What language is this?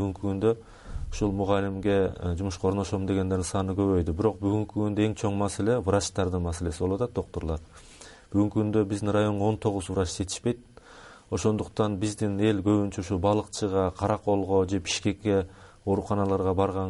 Kyrgyz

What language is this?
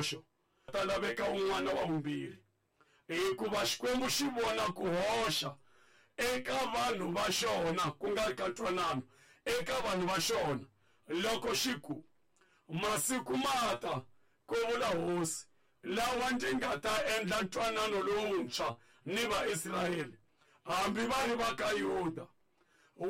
Tsonga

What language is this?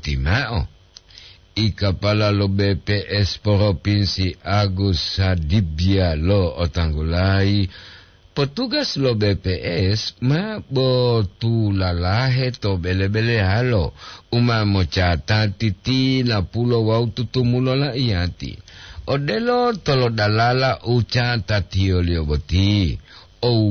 Gorontalo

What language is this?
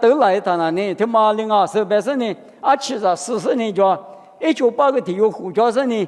Lisu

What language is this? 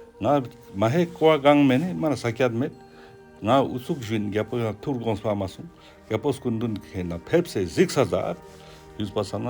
Ladakhi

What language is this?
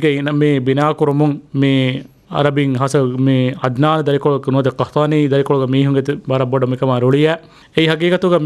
Divehi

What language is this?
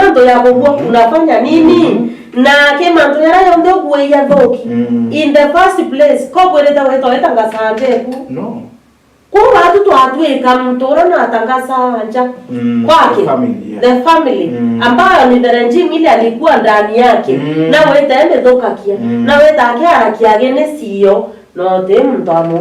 Meru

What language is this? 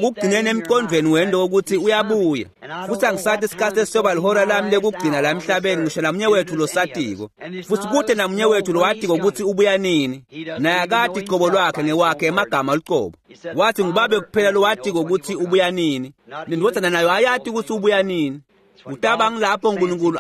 Swati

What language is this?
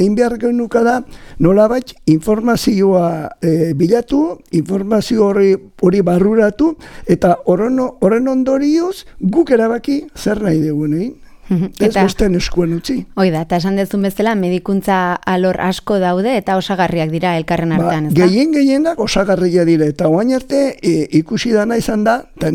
Basque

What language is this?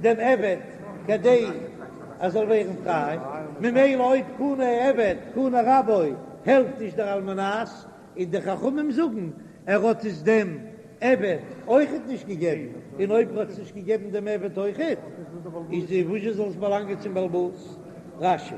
Yiddish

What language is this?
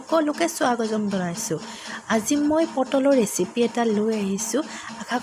Assamese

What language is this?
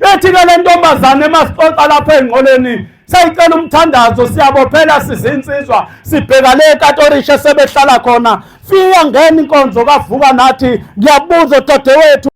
Zulu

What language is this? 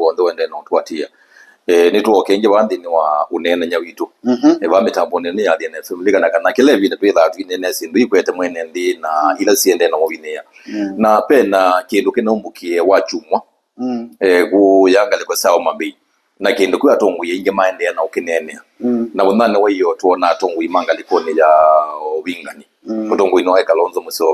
Kamba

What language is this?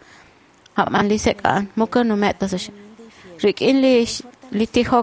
Kekchí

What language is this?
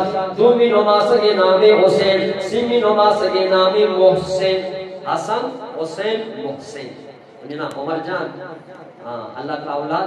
Eastern Balochi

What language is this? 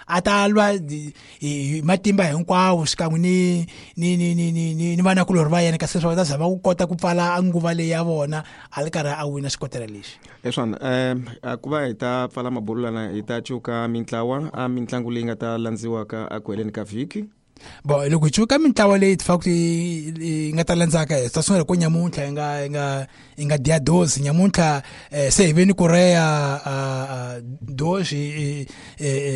Tsonga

